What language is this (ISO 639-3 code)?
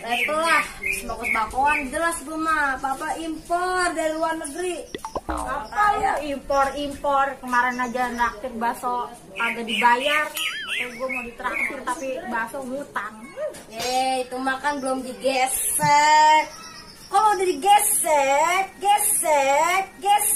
bew